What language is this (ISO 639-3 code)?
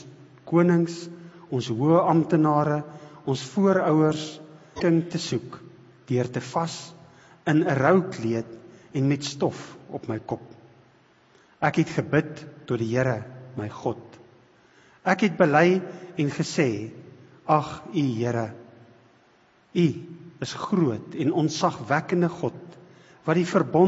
afr